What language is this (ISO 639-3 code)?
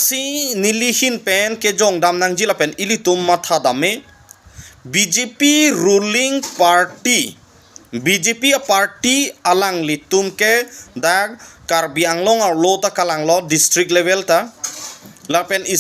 mjw